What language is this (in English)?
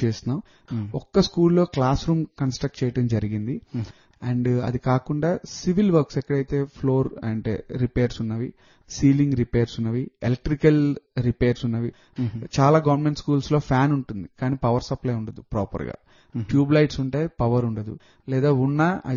Telugu